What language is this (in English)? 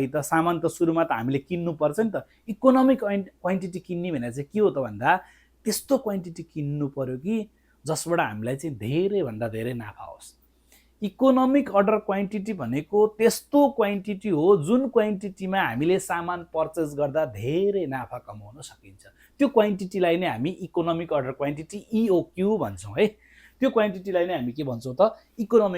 Nepali